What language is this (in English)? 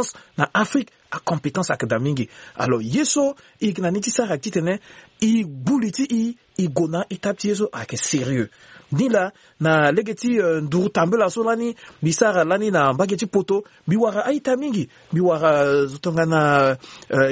Sango